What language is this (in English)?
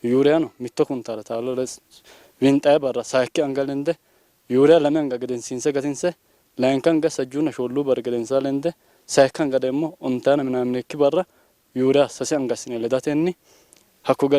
Sidamo